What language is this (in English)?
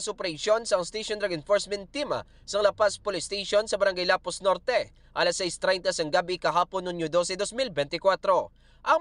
Hiligaynon